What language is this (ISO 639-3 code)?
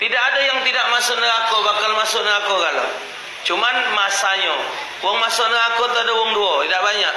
mui